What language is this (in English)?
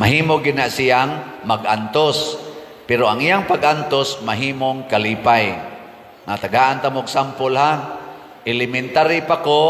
Cebuano